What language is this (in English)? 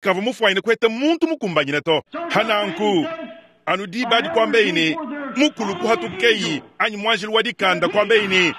Luba-Lulua